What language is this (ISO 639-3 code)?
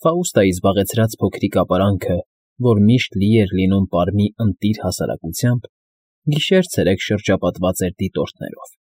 hye